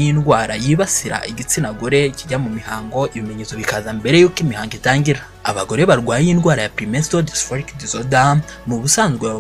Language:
Kinyarwanda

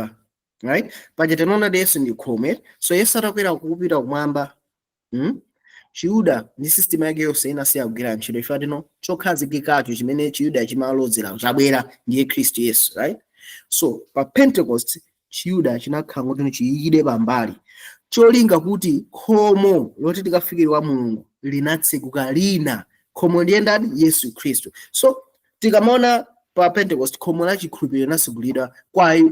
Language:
Nyanja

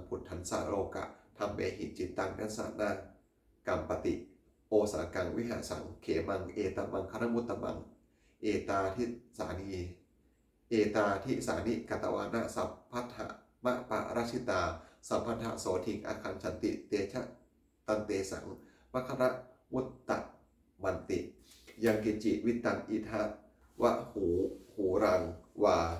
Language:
Pali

